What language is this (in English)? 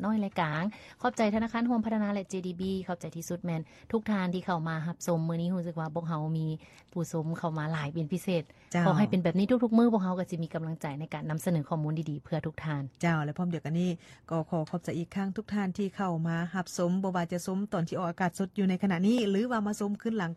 Lao